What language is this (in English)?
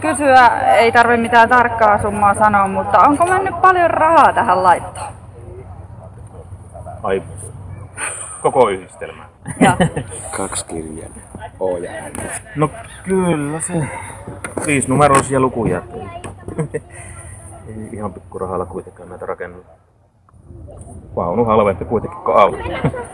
Finnish